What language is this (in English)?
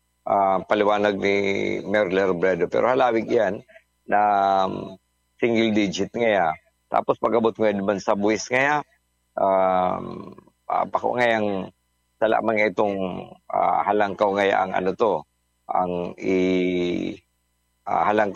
Bikol